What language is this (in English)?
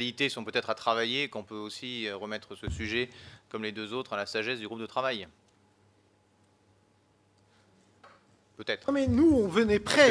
French